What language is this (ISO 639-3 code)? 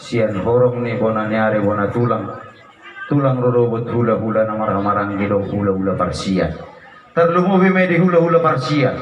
bbc